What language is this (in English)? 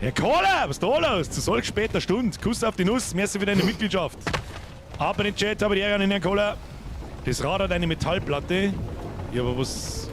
Bavarian